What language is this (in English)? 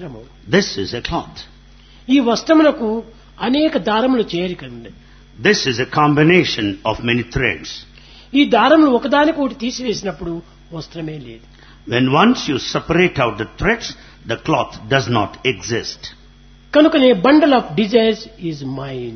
Telugu